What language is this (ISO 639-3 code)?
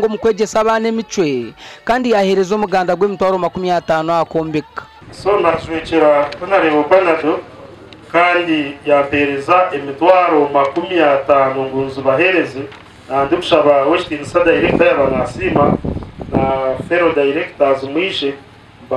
nyn